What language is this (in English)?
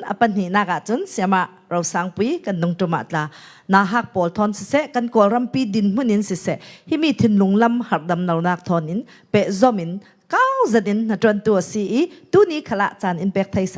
Falam Chin